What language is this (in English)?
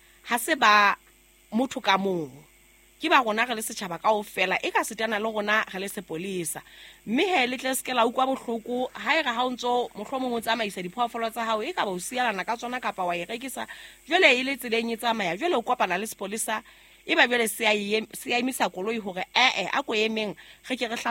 Southern Sotho